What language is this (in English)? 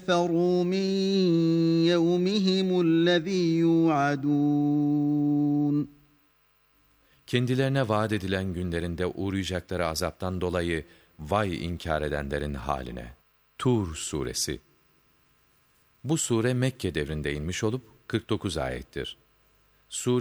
Turkish